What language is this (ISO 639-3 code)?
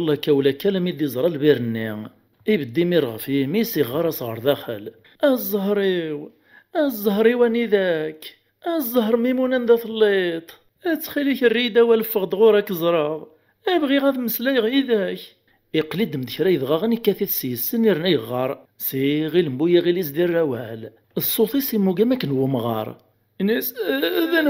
kab